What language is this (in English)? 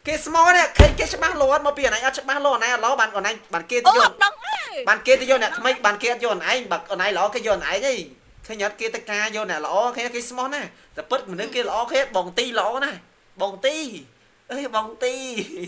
Khmer